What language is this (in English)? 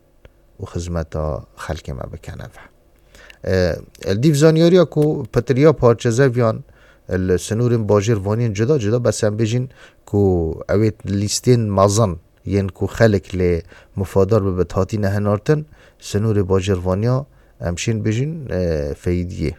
Kurdish